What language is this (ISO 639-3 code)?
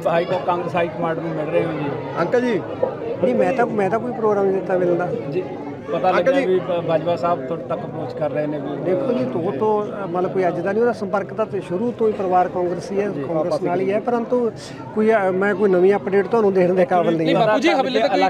pan